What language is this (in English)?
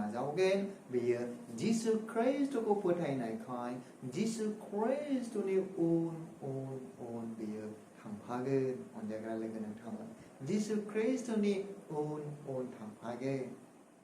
Bodo